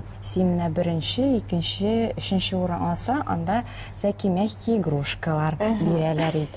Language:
Tatar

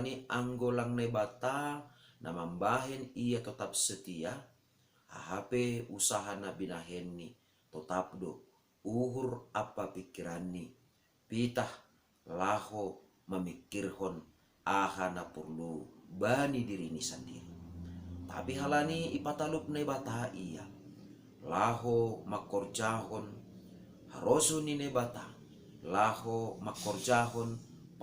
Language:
Batak Simalungun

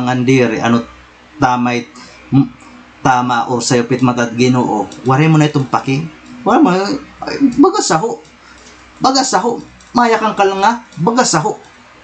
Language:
Waray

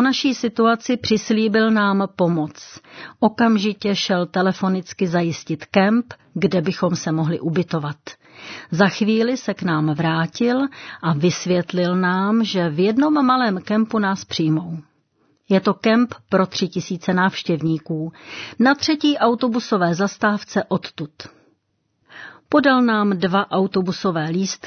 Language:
Czech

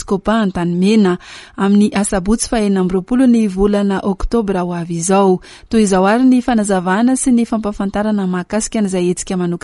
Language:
Malagasy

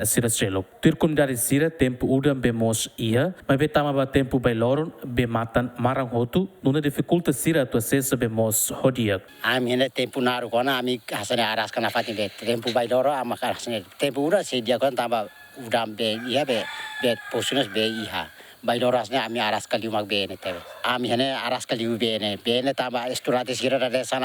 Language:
Tetum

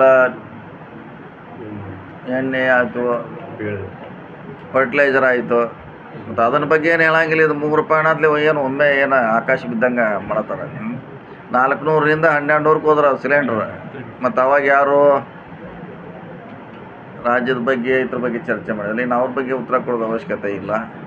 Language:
Kannada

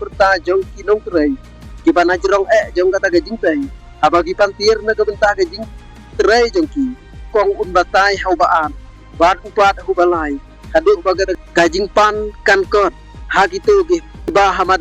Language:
Khasi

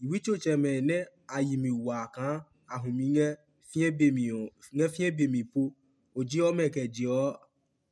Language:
Adangme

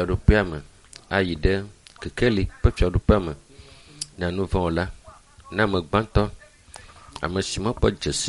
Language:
Ewe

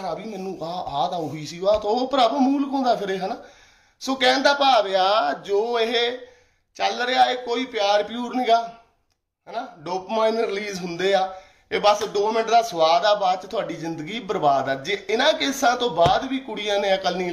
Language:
Punjabi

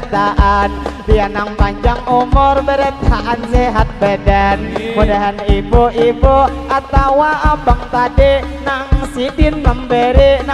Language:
Banjar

